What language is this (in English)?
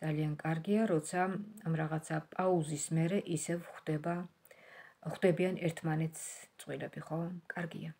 Georgian